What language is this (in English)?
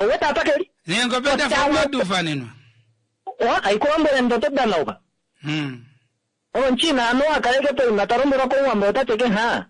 Kuanyama